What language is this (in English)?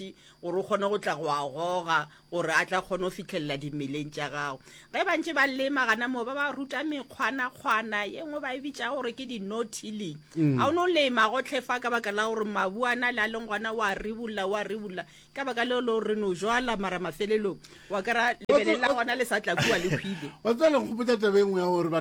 Northern Sotho